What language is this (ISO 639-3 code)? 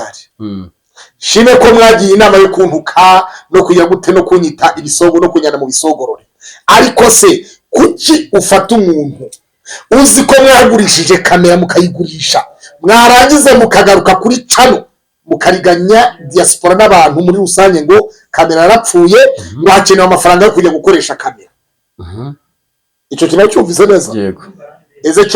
kin